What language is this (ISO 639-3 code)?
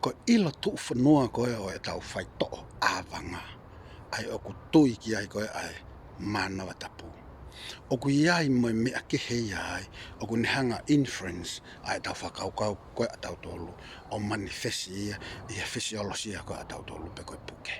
ton